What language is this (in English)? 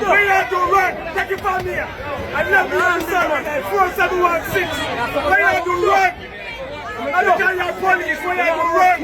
Jamaican Creole English